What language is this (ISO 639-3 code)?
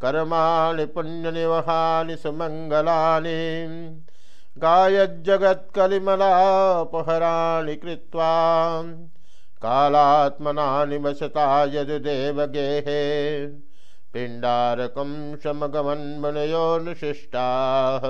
san